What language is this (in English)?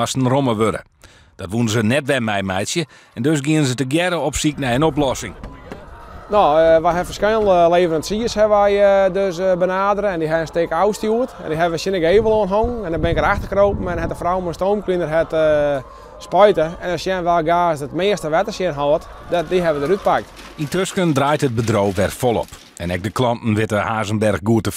Western Frisian